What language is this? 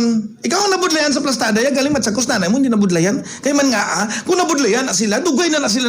Hiligaynon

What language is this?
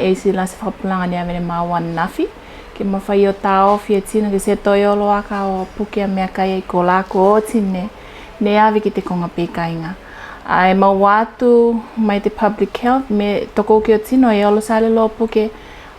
Tuvalu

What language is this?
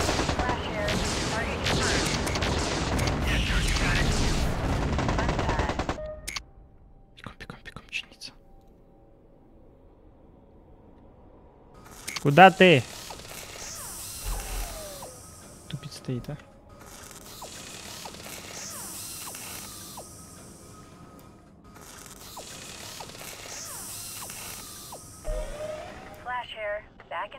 Russian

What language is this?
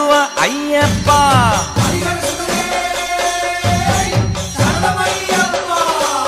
Kannada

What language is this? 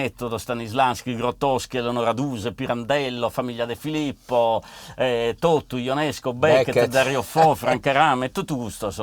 Sardinian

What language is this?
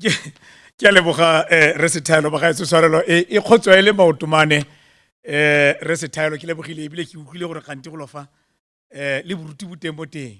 Tswana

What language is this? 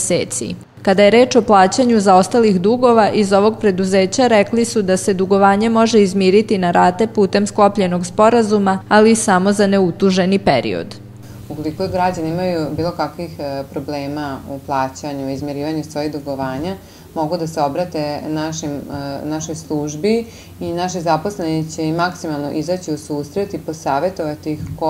Serbian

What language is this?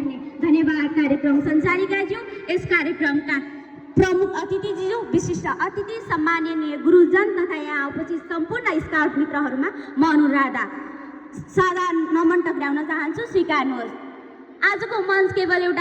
Nepali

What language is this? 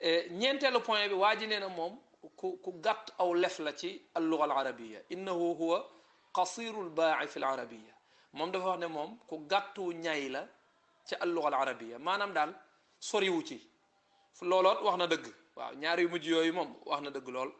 Wolof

